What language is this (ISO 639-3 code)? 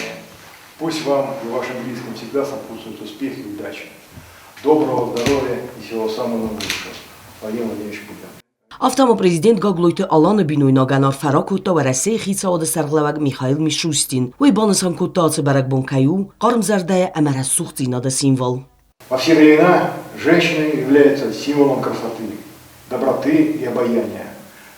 oss